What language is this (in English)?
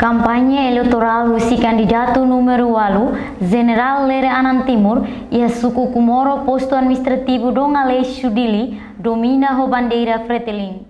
Tetum